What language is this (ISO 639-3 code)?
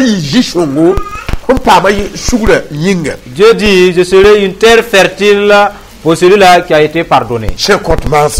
mos